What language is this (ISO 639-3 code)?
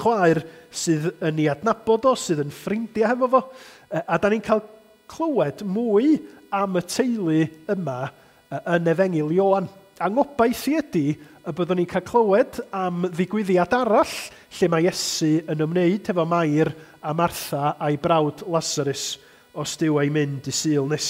cym